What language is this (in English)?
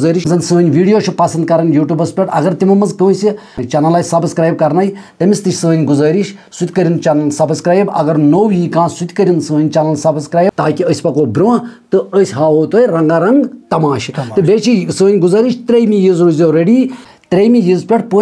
Kashmiri